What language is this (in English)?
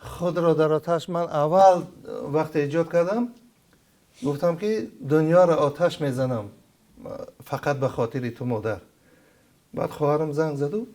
Tajik